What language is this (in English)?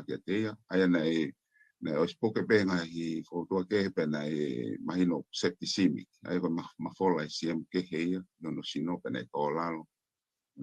Tongan